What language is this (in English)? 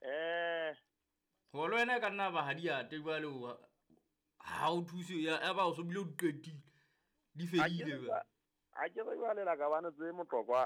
Southern Sotho